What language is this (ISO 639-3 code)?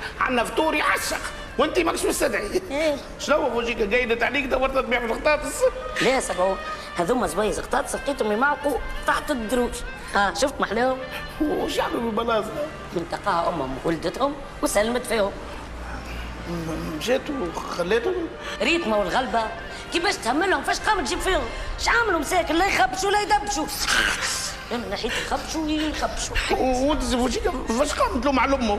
aeb